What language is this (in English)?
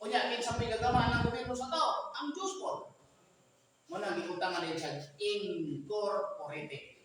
Cebuano